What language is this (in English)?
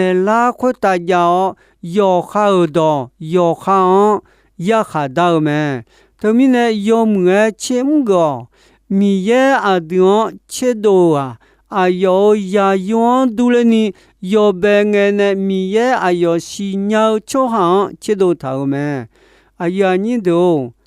Akha